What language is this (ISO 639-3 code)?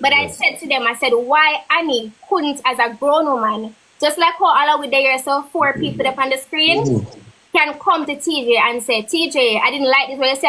jam